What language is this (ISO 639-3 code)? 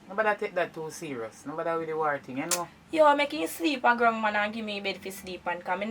jam